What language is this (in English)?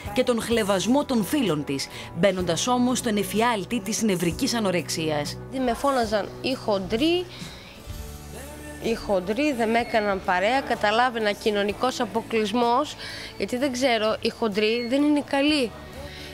Greek